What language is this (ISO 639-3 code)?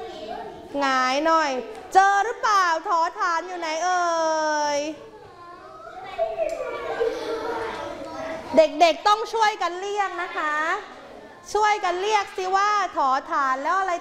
tha